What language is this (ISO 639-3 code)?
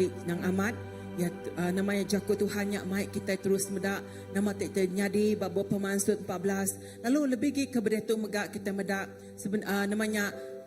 iba